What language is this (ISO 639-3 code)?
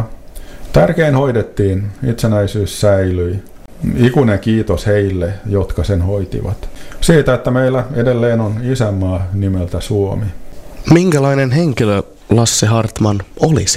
fin